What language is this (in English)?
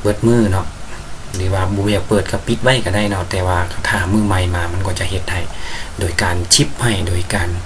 Lao